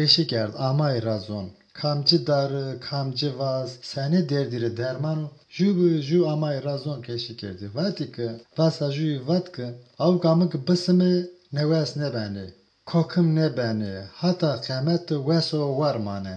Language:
Zaza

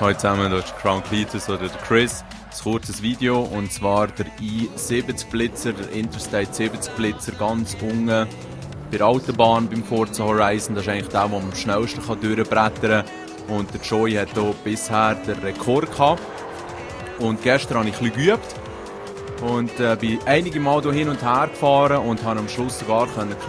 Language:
Swiss German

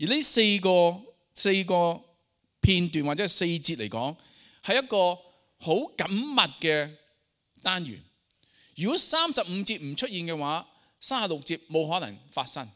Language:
Cantonese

